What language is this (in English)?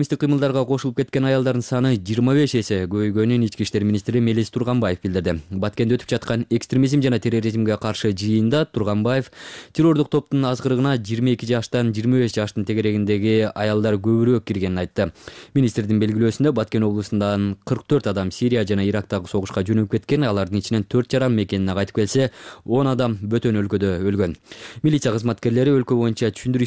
Kyrgyz